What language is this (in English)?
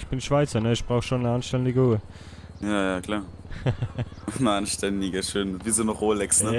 Swiss German